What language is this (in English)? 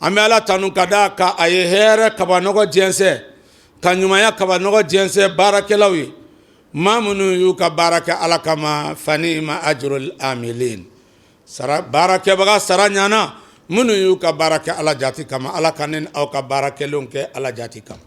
Bambara